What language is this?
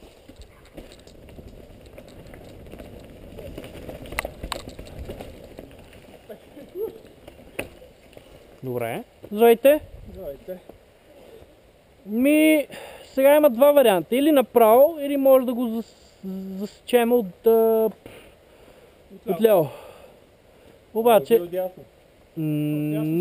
Bulgarian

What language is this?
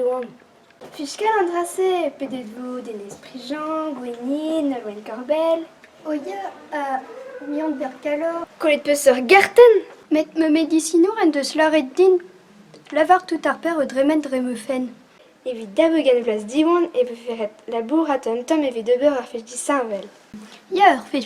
Breton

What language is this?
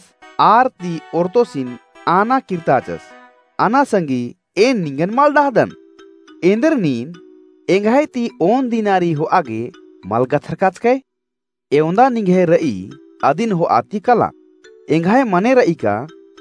Kurukh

